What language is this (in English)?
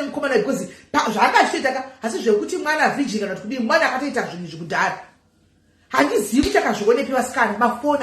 Shona